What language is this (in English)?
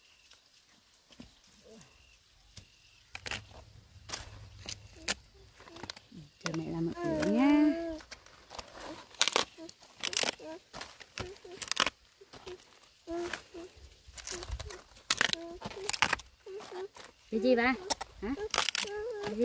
Vietnamese